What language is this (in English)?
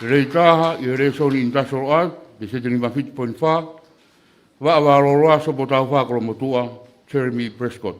Tongan